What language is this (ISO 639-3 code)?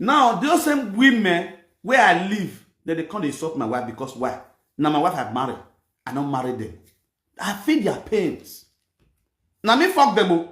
pcm